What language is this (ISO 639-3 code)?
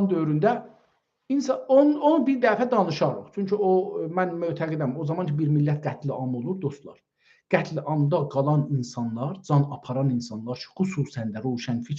azb